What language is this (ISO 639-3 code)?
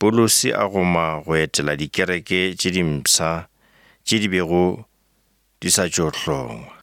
nso